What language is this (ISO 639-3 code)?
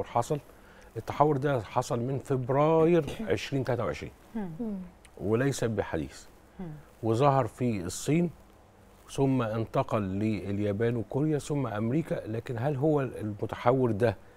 arz